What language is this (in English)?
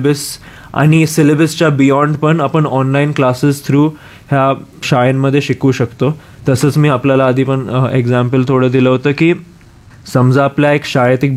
Marathi